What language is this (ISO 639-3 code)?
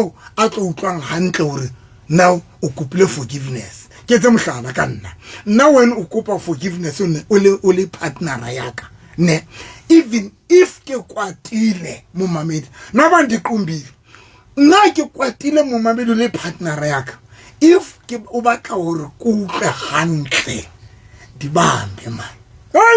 sot